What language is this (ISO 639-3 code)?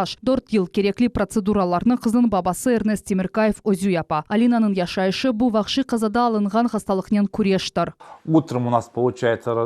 crh